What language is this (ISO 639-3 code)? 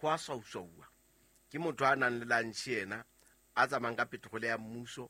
sot